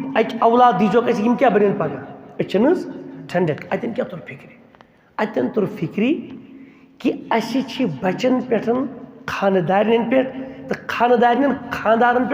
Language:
Kashmiri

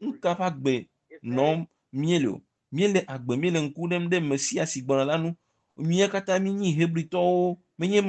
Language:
Ewe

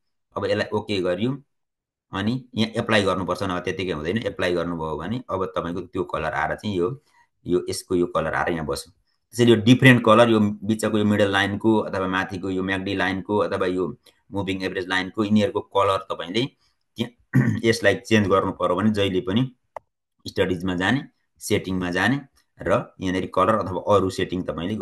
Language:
Nepali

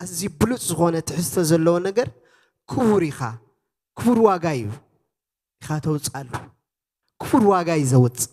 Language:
Tigrinya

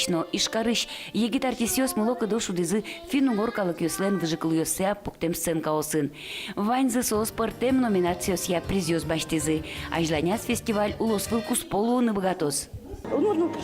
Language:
Udmurt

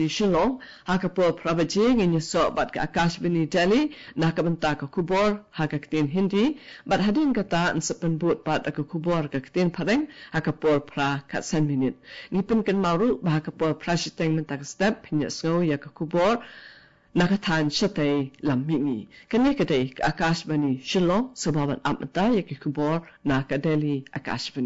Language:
Khasi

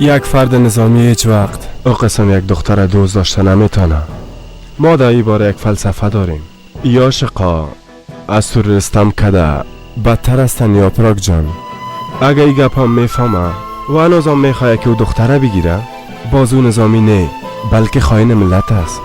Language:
Persian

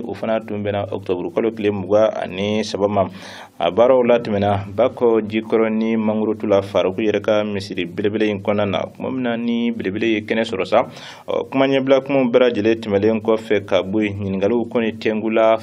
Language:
Bambara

